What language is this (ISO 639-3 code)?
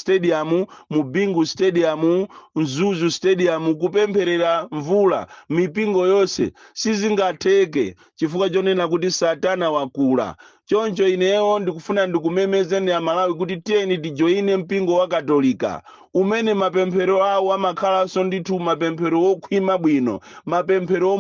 nya